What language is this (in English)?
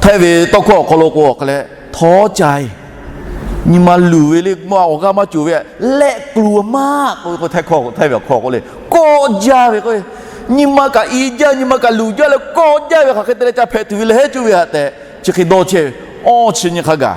Lahu